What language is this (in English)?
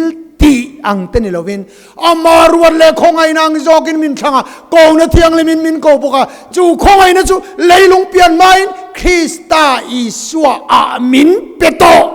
Mizo